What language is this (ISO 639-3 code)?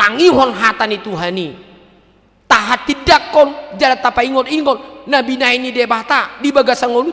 bbc